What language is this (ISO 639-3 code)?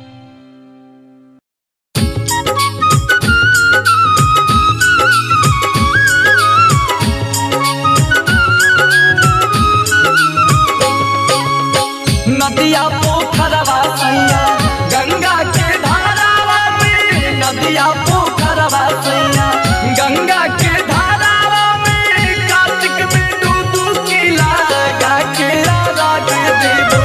bho